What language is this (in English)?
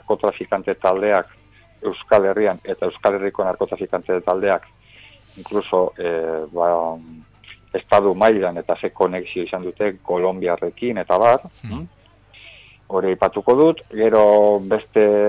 Basque